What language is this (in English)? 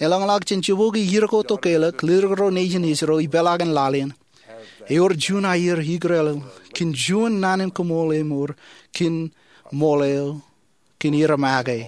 Marshallese